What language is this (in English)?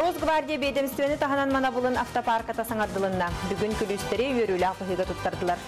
Yakut